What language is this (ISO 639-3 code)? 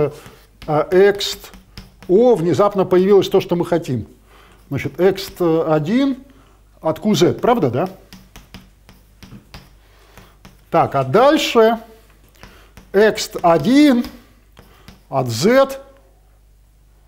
rus